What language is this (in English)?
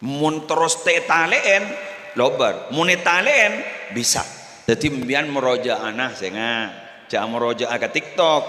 Madurese